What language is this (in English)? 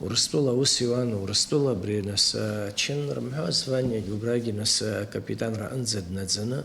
Abkhazian